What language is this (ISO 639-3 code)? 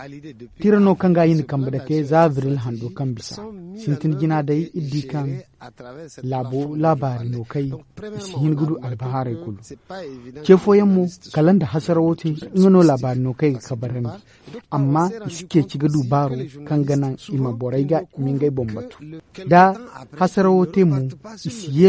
dje